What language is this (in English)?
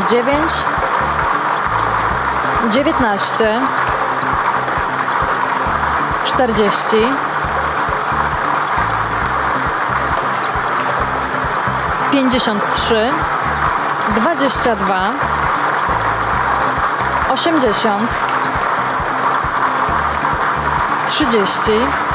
Polish